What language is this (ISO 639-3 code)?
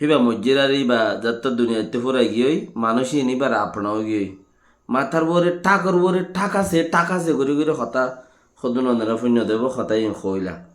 rhg